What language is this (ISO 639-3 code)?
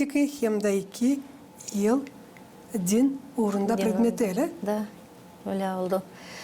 gag